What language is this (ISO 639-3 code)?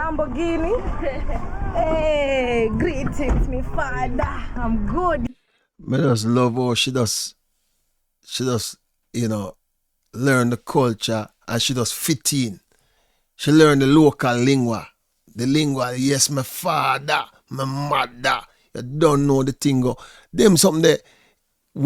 jam